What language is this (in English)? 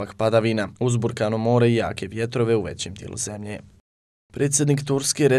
Bosnian